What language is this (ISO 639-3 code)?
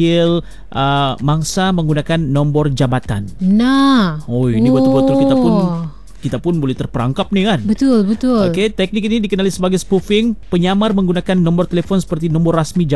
msa